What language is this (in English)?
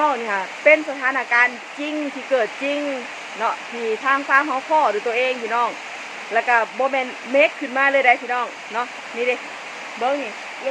Northeastern Thai